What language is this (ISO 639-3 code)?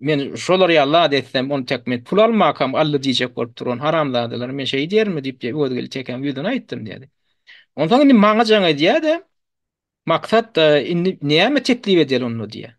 tuk